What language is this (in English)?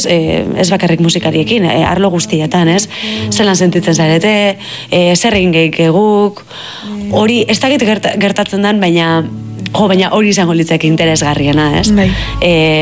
Basque